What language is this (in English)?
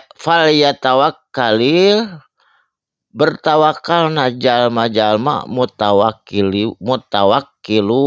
Sundanese